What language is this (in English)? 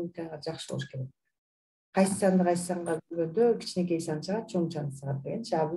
Kyrgyz